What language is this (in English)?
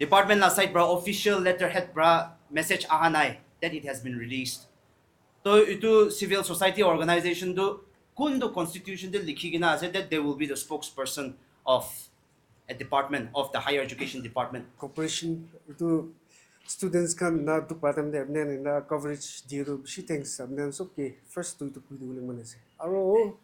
Naga Pidgin